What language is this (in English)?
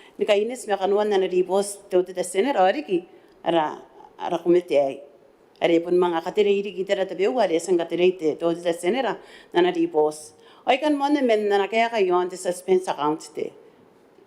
Gilbertese